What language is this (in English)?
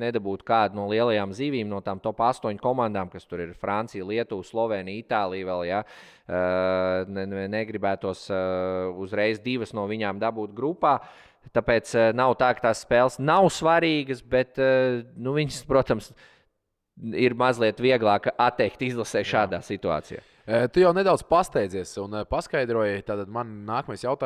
Latvian